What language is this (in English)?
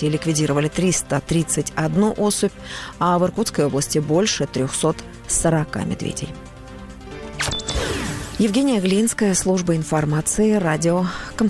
Russian